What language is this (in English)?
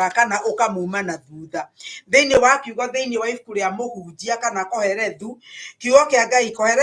Kikuyu